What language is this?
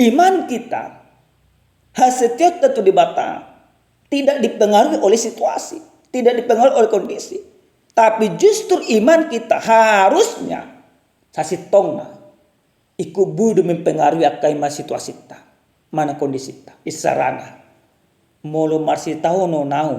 Batak Toba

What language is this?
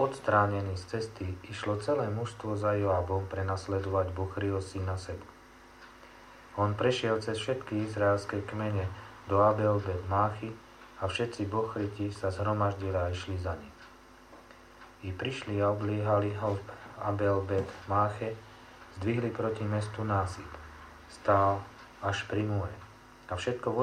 Slovak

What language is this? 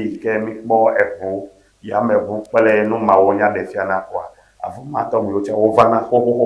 Ewe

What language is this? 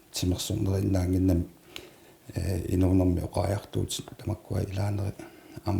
Kalaallisut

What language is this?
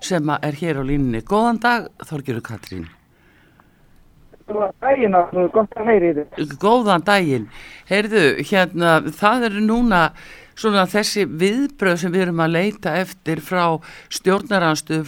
Icelandic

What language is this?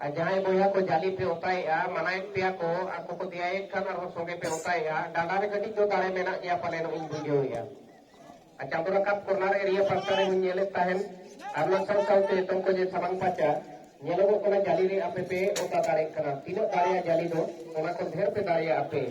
Santali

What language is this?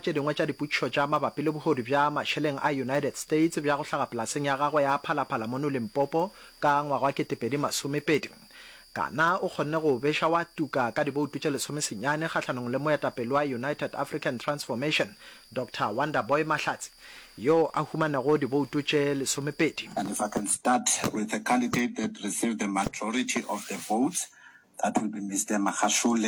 Northern Sotho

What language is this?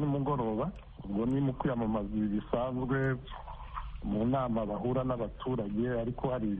Kinyarwanda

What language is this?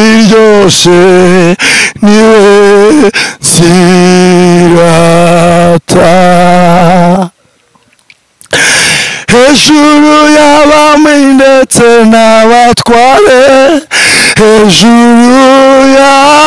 Kinyarwanda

